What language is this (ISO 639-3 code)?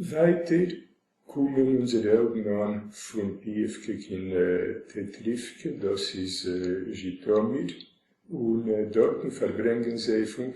yid